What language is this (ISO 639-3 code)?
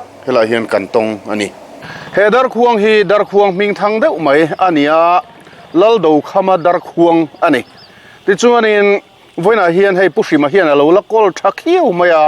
lus